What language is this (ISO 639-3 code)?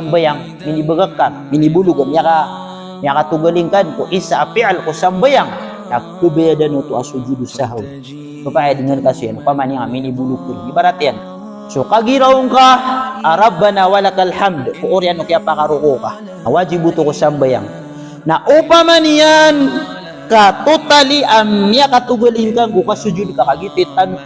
mrw